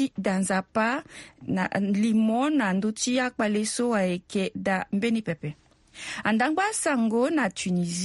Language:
Sango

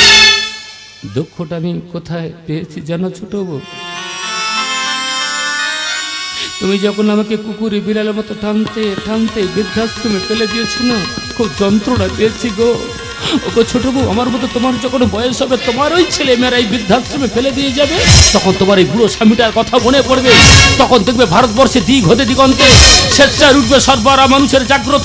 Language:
Bangla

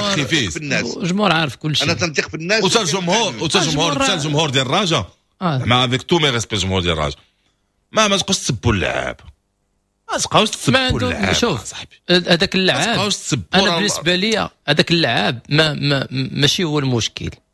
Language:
Moroccan Arabic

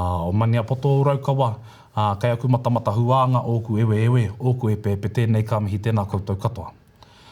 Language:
Māori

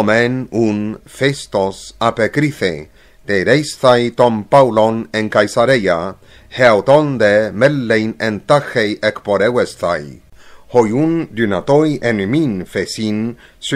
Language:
Ancient Greek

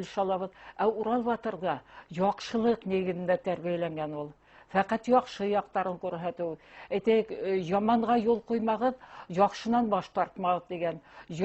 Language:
Bashkir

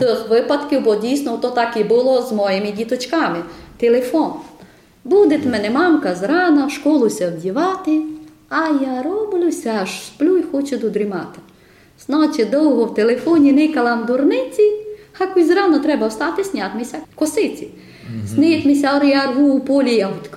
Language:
Rusyn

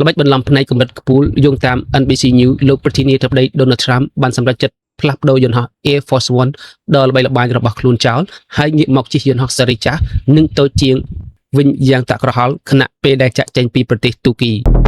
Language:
Khmer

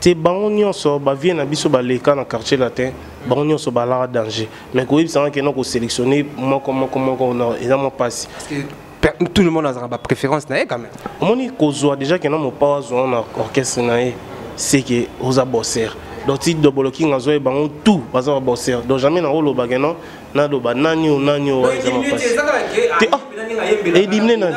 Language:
Lingala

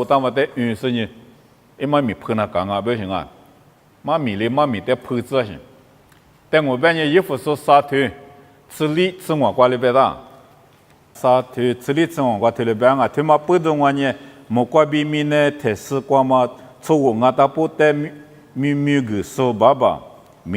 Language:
Lisu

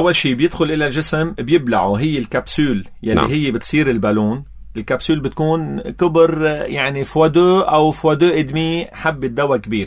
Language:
North Levantine Arabic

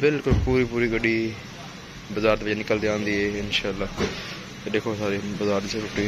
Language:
Saraiki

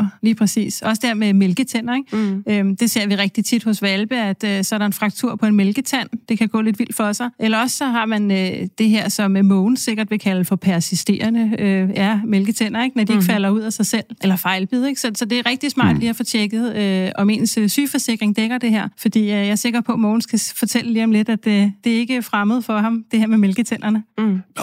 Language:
Danish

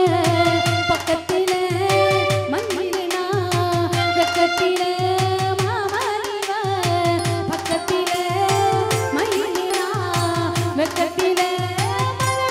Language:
Tamil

